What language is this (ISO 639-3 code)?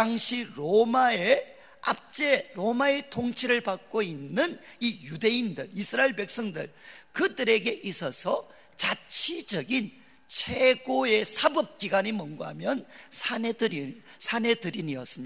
kor